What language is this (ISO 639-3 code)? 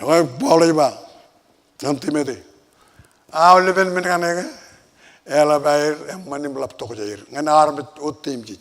mah